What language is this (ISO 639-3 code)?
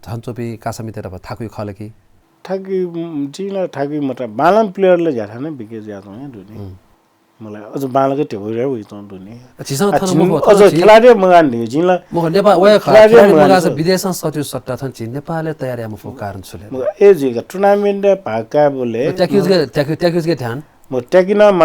new